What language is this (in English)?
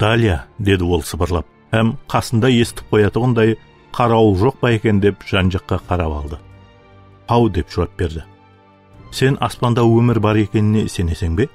Kara-Kalpak